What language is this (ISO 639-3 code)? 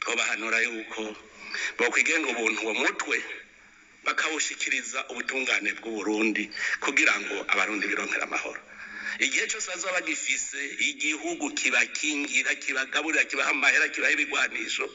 run